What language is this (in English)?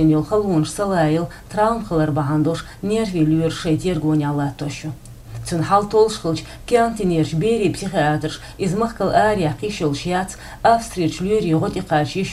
Chechen